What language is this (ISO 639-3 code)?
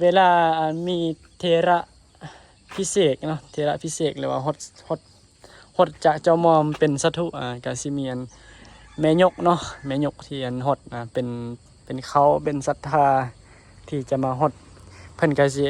lao